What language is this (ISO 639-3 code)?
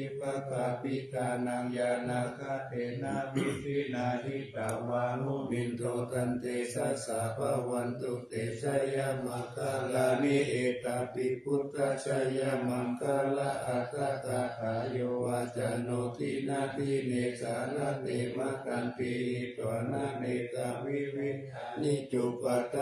pli